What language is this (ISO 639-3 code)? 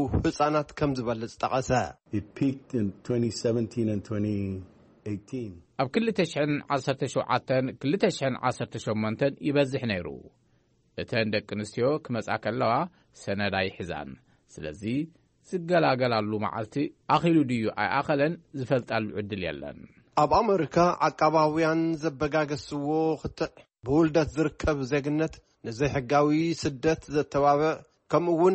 tir